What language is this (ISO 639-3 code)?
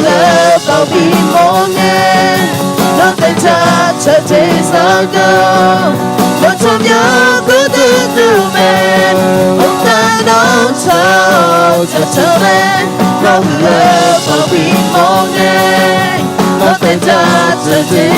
ahk